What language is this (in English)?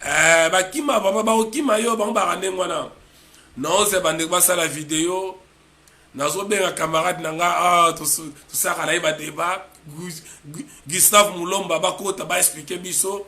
Lingala